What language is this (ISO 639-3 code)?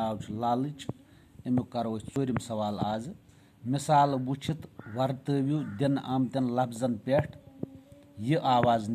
kas